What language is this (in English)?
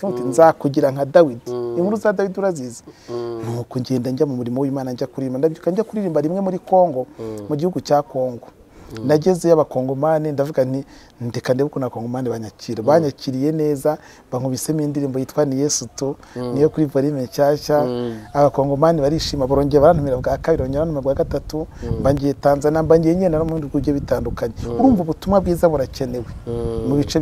Kinyarwanda